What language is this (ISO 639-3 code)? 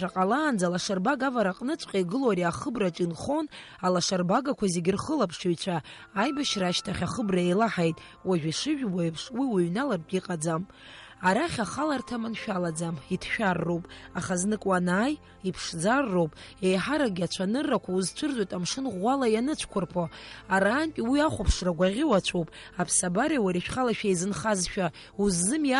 abk